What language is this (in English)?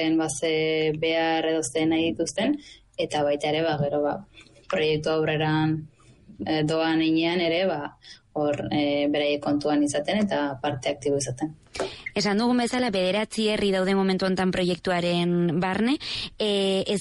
Basque